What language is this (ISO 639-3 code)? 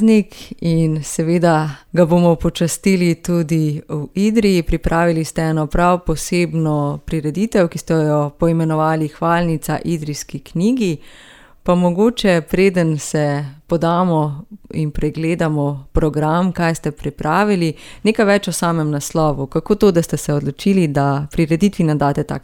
slv